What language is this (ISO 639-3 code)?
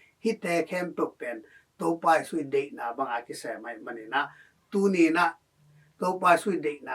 ctd